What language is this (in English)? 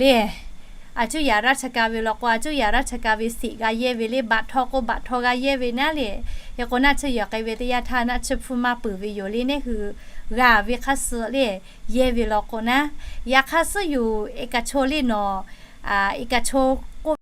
Lahu